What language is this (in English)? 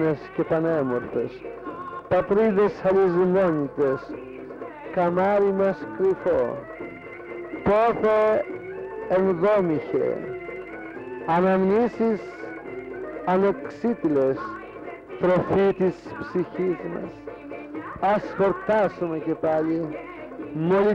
Greek